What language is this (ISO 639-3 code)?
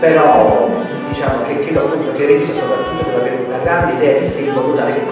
ita